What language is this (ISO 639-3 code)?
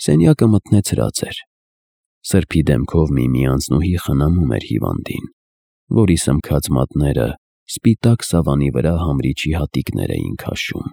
hye